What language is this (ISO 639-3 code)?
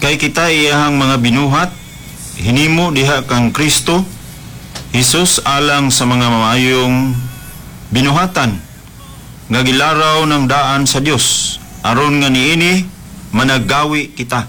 ceb